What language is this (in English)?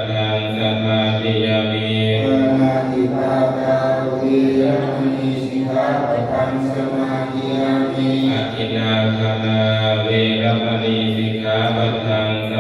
Pali